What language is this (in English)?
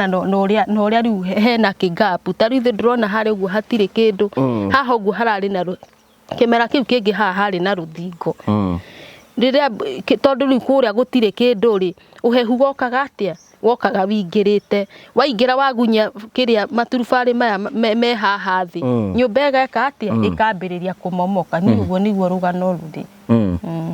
Kikuyu